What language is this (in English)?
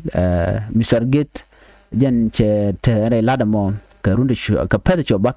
Nuer